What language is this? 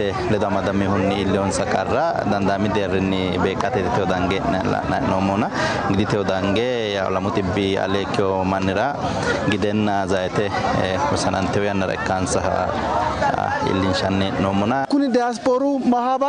Sidamo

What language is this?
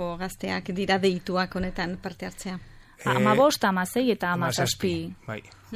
Basque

